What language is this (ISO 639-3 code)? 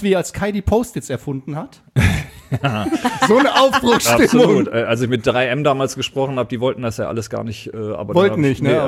deu